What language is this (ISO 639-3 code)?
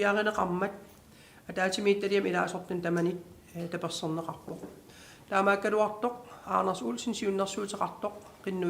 kal